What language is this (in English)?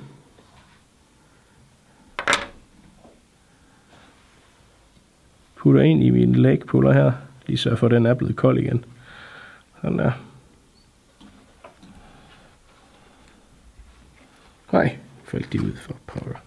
Danish